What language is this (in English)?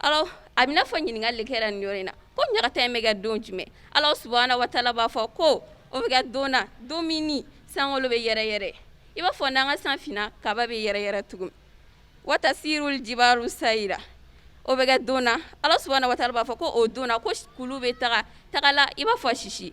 Bambara